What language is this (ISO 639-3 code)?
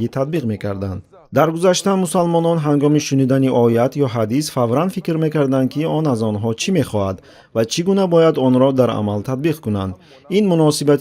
tgk